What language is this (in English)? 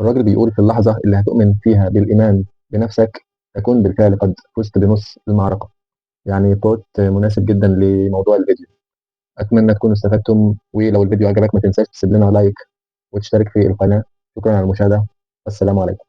Egyptian Arabic